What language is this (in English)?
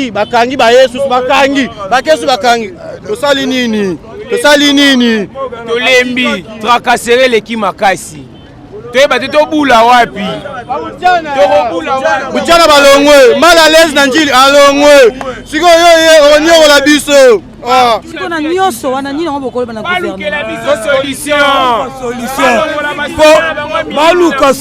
Lingala